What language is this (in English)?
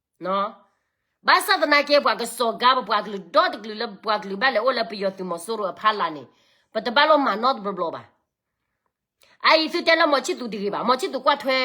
S'gaw Karen